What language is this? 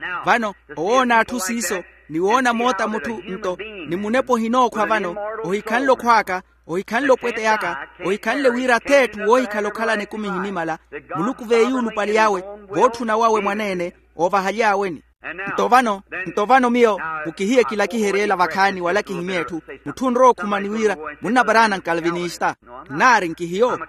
Makhuwa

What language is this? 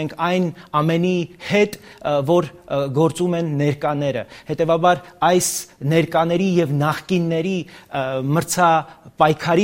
Armenian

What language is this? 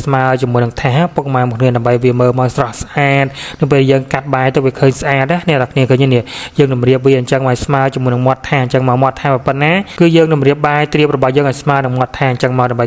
Khmer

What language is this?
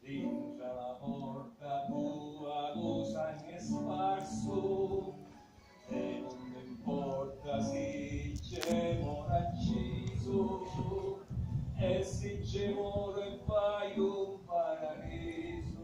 Sicilian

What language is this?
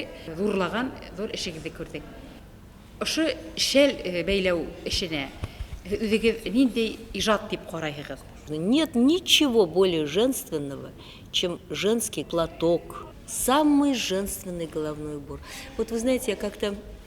Bashkir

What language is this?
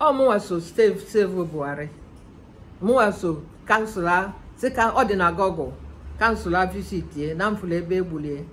Igbo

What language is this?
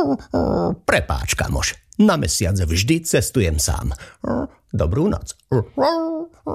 Slovak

